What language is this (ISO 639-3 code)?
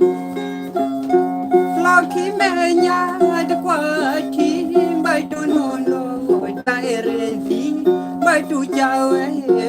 ksw